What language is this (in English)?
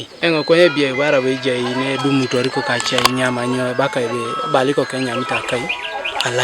Teso